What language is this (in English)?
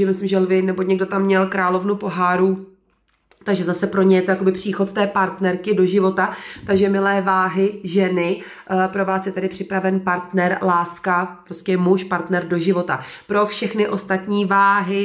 Czech